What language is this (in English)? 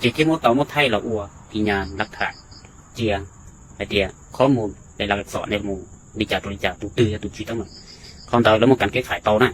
Hmong